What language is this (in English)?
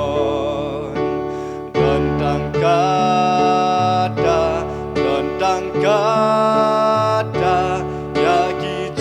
Khasi